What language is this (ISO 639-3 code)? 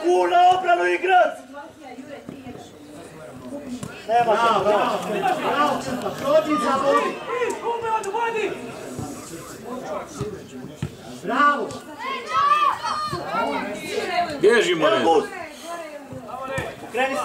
hrv